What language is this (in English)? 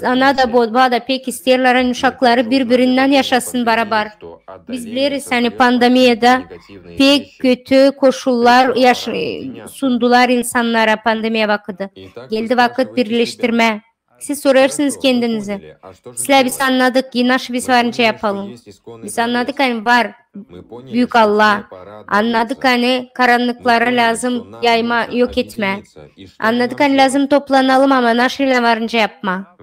Gagauz